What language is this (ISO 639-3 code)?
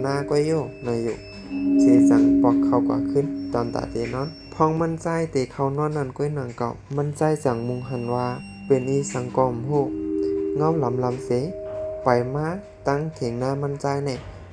shn